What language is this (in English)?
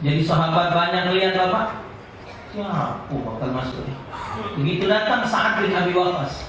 Musi